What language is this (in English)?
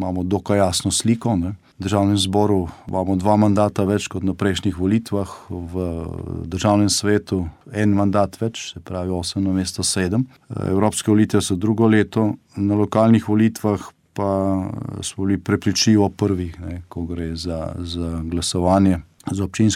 Slovenian